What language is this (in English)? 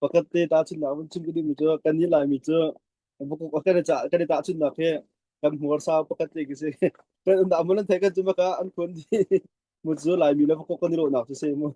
Hakha Chin